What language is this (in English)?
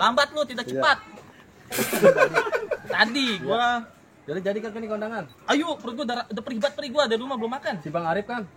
Betawi